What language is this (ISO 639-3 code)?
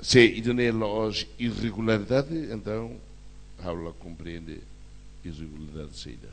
tet